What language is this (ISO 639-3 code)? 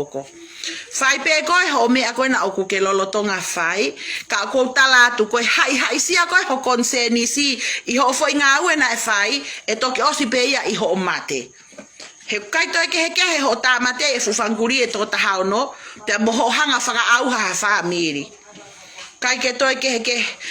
ton